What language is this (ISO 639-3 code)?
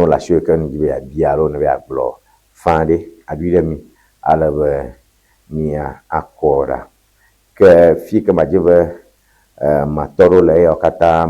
ewe